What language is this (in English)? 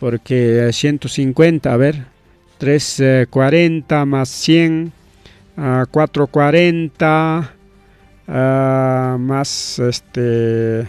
Ayacucho Quechua